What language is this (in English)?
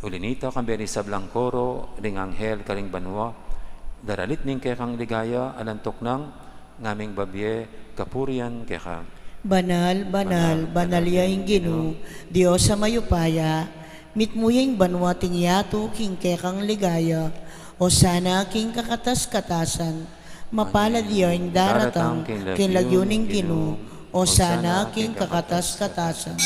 Pampanga